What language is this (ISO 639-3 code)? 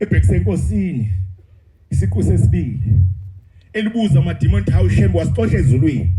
zul